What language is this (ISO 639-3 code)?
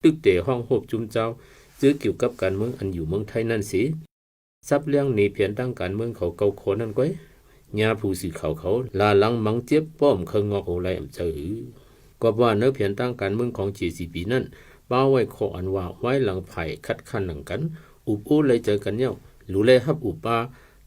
shn